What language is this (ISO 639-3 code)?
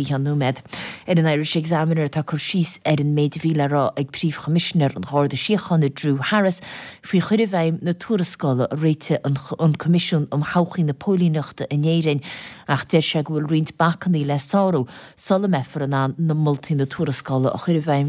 gle